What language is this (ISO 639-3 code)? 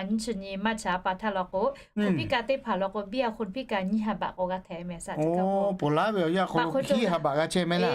lhu